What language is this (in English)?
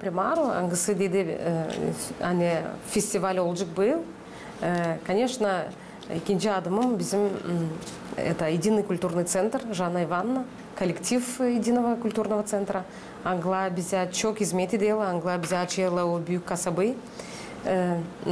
Gagauz